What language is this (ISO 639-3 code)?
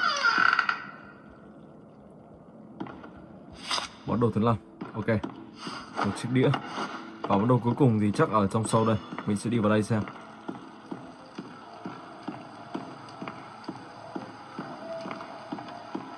vie